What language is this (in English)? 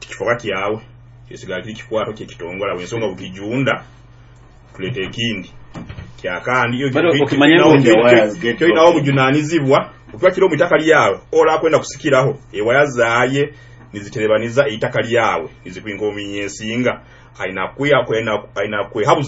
Nyoro